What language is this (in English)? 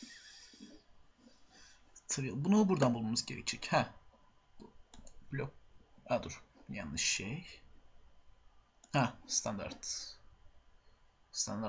Turkish